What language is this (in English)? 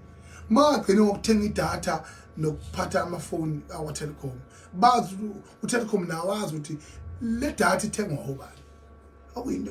Zulu